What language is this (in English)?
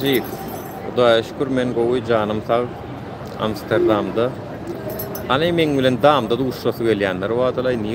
Turkmen